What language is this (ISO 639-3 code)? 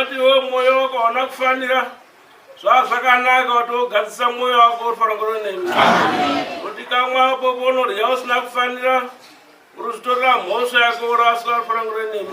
sna